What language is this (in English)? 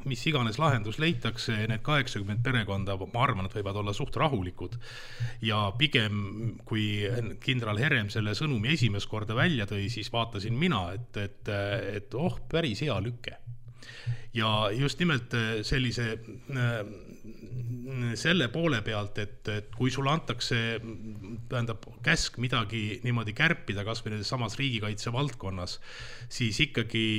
Estonian